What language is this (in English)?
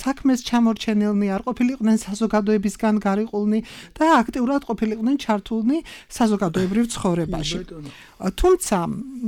Georgian